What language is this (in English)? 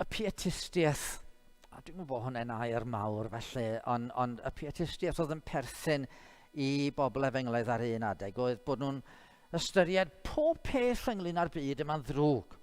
Welsh